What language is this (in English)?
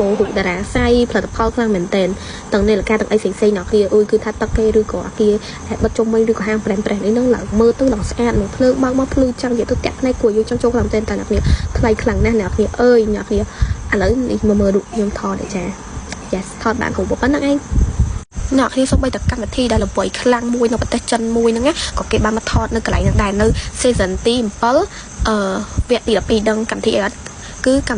Khmer